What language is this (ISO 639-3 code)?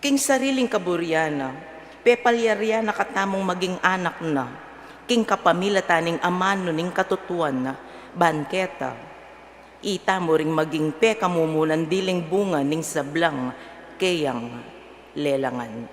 pam